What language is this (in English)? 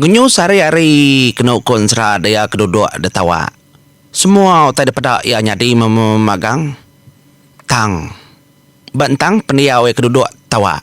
Iban